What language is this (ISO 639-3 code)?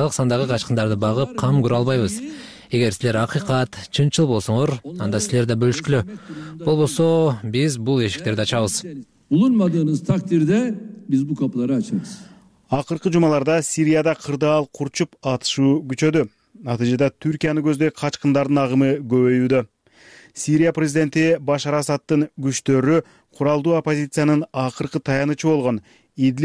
kir